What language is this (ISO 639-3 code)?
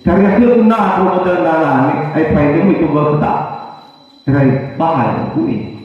nia